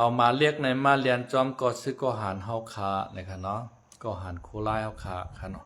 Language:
Shan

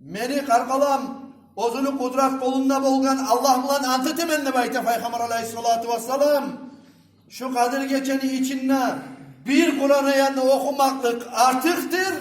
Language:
Kumyk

